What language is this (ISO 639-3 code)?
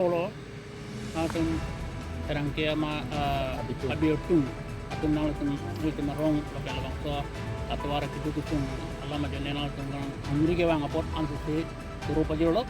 mjw